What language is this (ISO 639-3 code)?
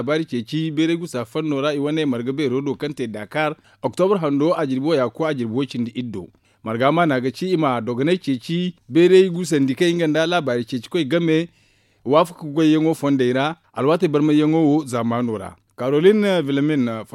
dje